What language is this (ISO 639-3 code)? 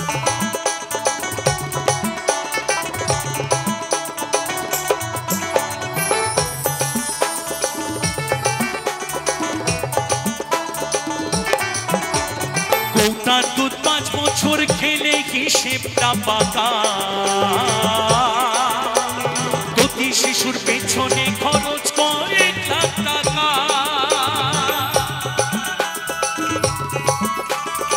ben